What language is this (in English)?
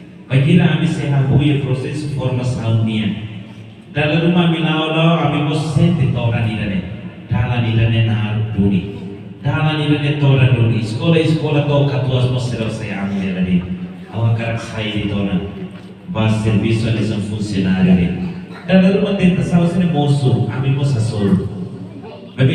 Tetum